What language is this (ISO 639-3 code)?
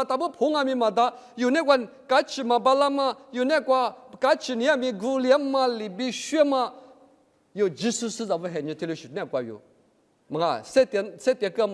lis